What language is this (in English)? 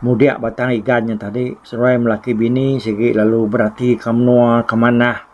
Iban